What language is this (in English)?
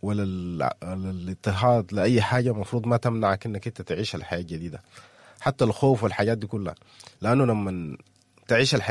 Sudanese Arabic